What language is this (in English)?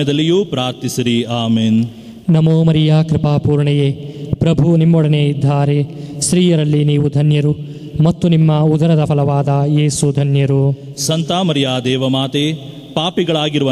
Kannada